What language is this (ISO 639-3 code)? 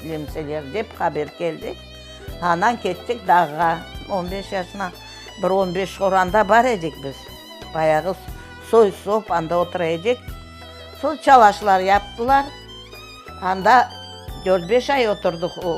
crh